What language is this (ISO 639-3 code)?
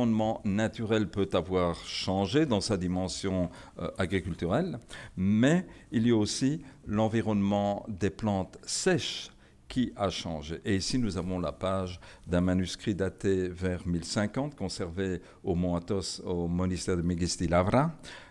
fra